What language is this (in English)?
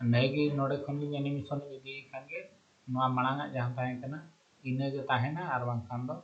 Santali